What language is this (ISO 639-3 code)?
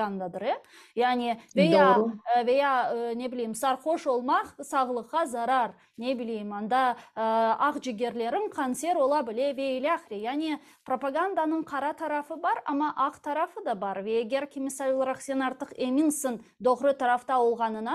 crh